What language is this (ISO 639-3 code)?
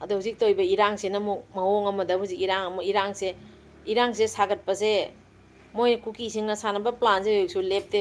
mni